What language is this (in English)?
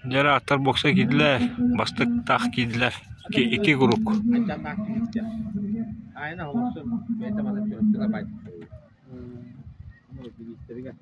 Yakut